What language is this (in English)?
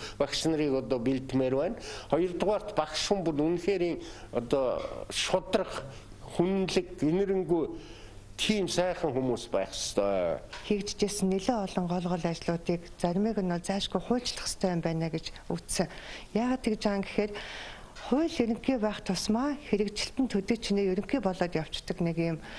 Mongolian